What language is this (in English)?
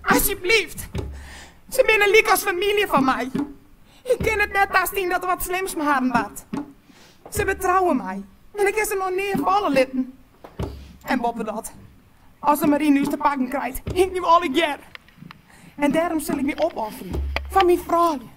Western Frisian